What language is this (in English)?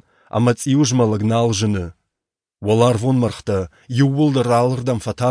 Ossetic